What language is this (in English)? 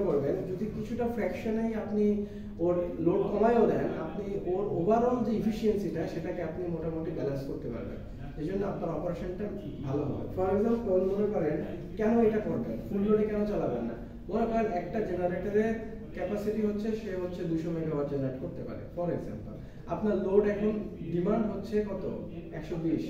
Bangla